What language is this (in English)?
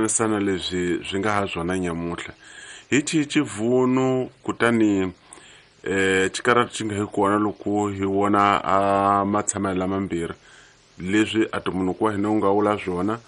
Tsonga